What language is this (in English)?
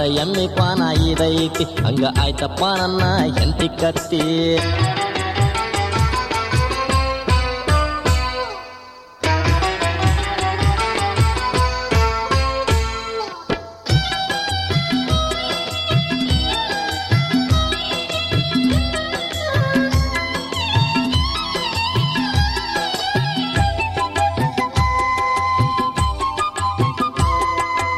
Kannada